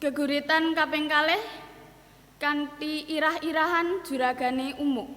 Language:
Javanese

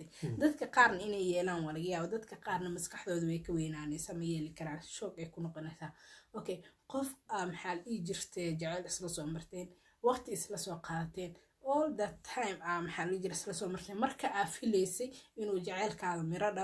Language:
Somali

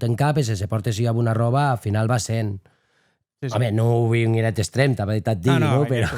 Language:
Occitan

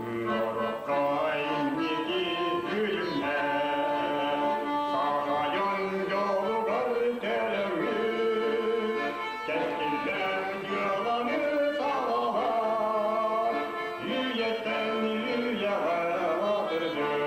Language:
Yakut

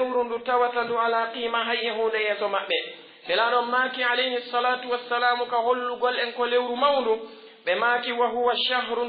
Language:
Pular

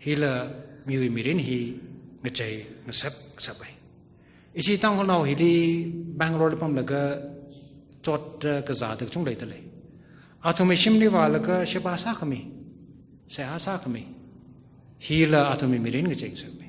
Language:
Tangkhul Naga (India)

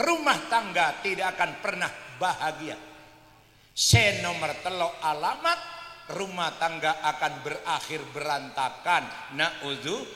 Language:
Madurese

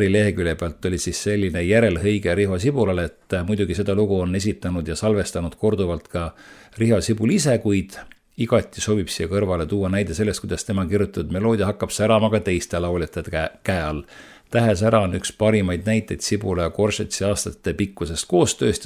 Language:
Estonian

